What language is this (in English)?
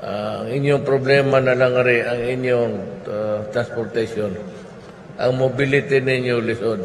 Cebuano